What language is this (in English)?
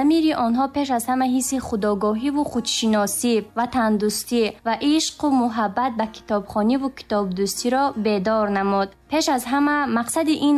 Tajik